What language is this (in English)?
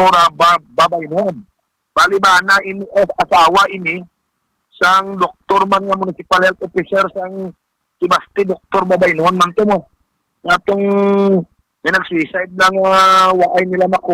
Hiligaynon